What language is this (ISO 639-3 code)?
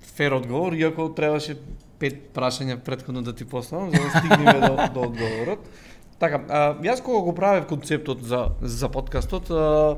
mkd